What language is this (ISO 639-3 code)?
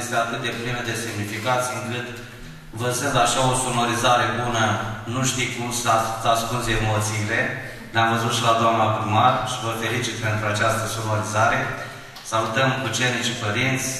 ron